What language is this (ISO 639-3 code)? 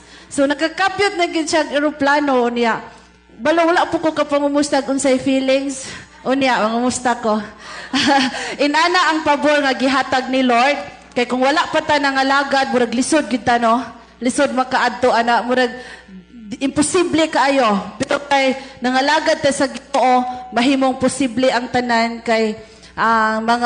ceb